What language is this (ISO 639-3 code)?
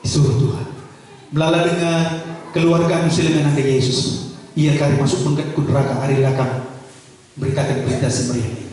btx